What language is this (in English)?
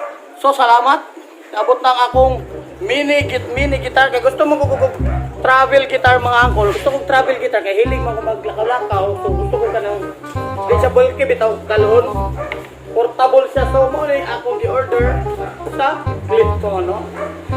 Cebuano